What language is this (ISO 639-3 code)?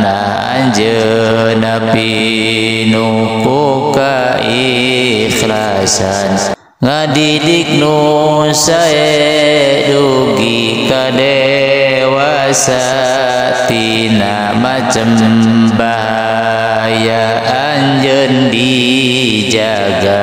sun